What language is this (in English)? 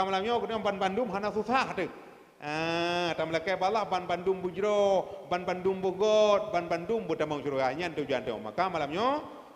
Achinese